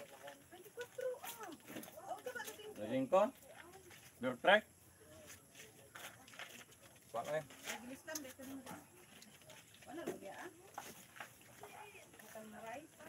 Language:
Filipino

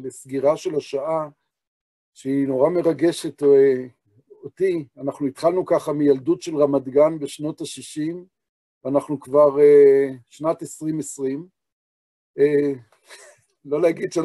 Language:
Hebrew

